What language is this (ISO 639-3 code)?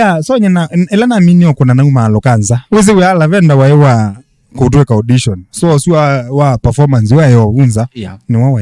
kam